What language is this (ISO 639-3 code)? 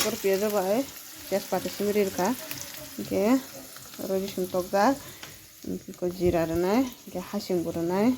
trp